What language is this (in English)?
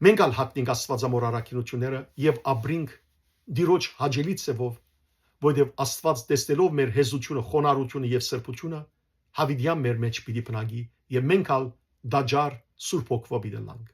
Western Armenian